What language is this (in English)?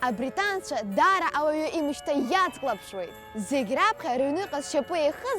Abkhazian